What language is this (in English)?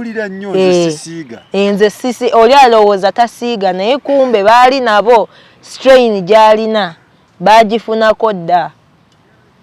Ganda